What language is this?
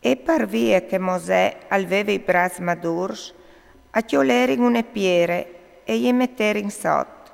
Friulian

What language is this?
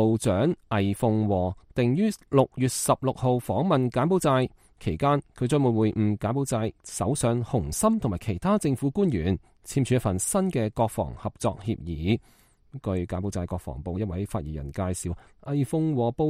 Cantonese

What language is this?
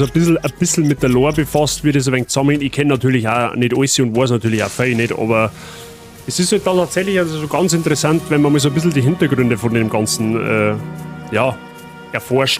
Bavarian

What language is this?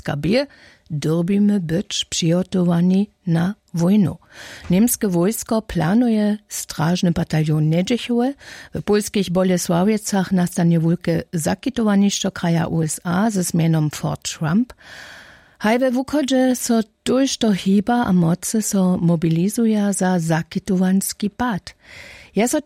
Upper Sorbian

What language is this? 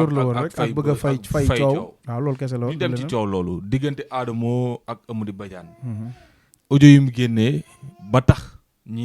Wolof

